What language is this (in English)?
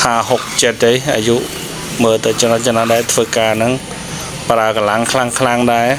Khmer